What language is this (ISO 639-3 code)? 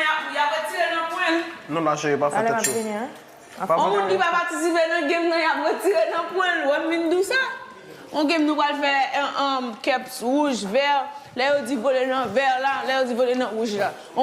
hat